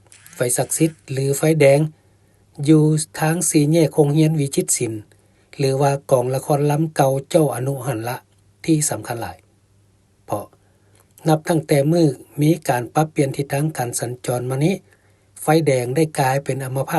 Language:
Lao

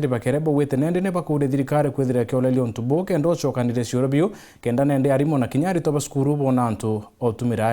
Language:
Meru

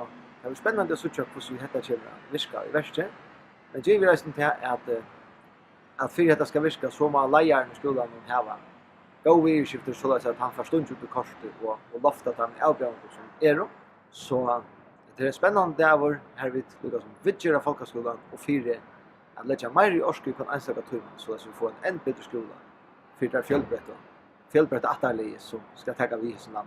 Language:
Faroese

